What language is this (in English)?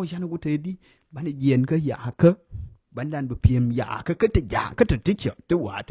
Nuer